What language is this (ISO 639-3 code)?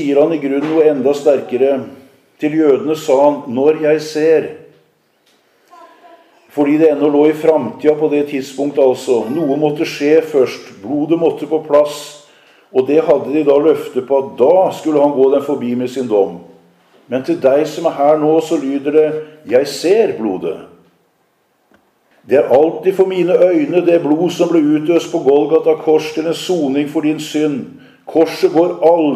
nor